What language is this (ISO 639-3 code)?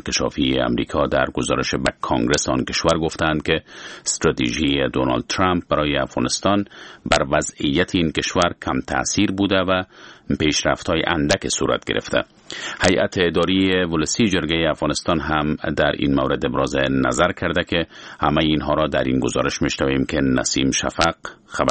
fas